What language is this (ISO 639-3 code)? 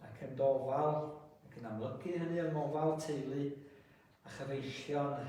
cym